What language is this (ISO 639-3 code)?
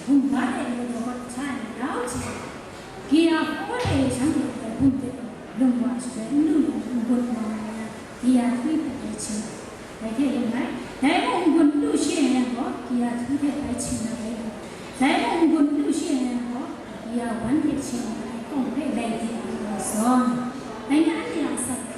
kac